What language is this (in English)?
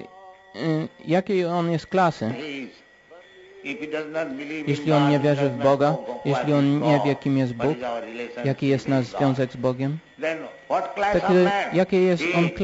Polish